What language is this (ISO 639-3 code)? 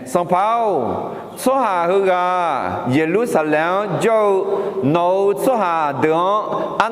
ahk